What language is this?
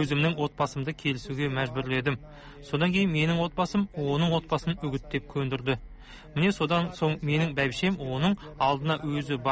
Kazakh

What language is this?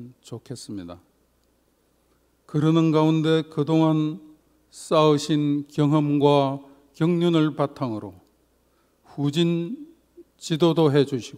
Korean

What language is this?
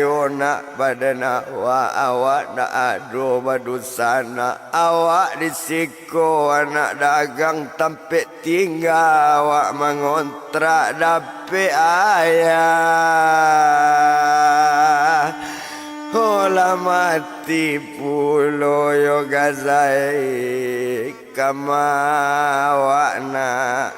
Minangkabau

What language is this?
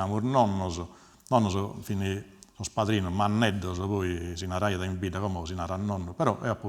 Sardinian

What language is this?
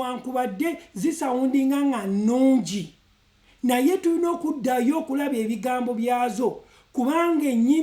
Ganda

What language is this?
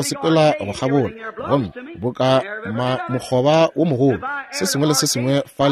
Northern Sotho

